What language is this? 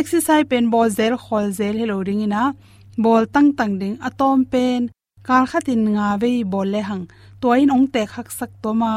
Tedim Chin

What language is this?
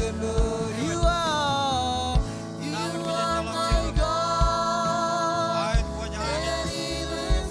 Marshallese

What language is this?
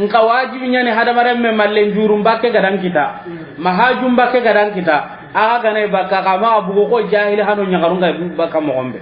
Soninke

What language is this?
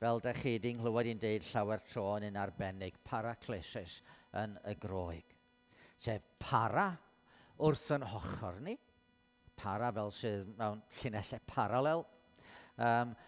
Welsh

